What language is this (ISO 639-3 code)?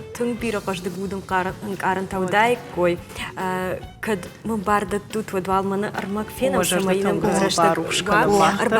oss